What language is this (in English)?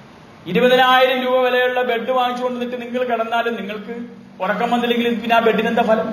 Malayalam